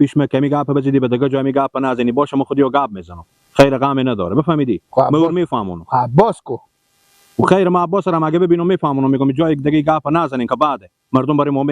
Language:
Persian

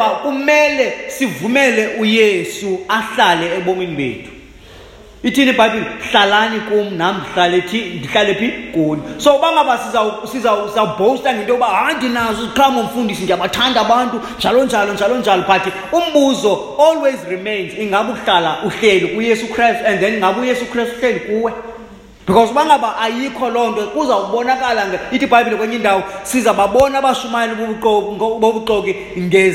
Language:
Xhosa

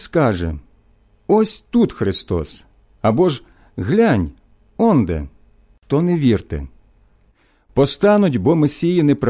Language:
Ukrainian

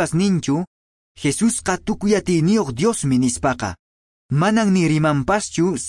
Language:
Quechua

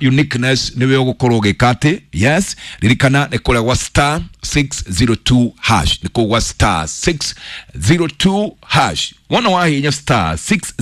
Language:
Kikuyu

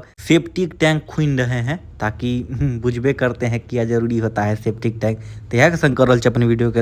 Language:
Maithili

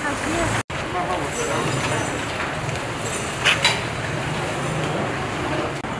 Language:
Swahili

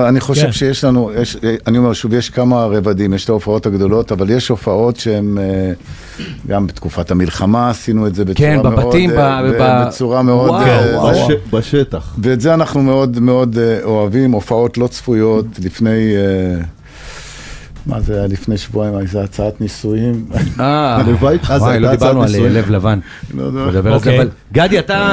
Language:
Hebrew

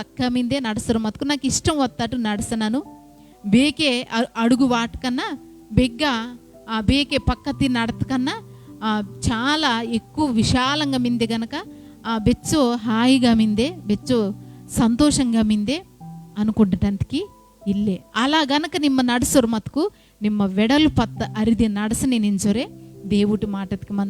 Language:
Koya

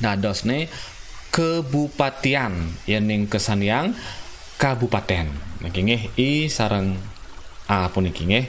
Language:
Balinese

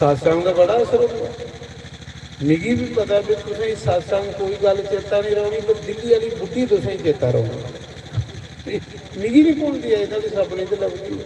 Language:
Dogri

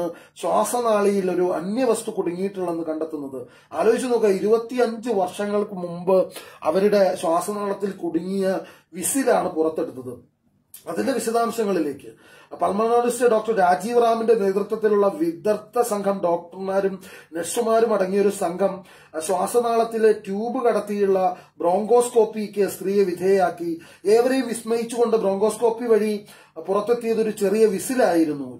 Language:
Malayalam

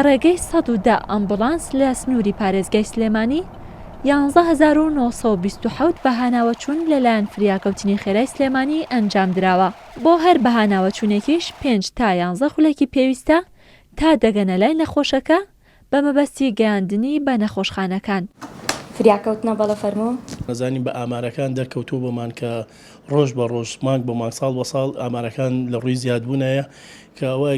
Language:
Central Kurdish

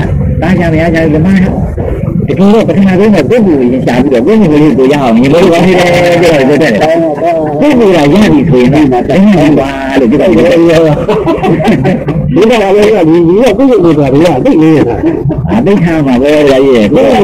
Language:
Burmese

